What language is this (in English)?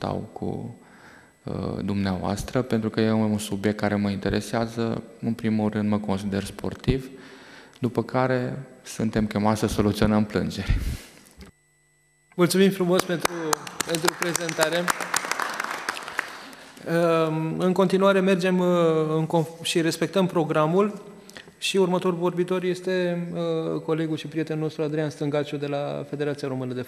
Romanian